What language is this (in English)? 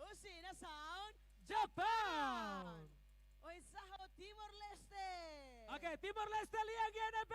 Tetum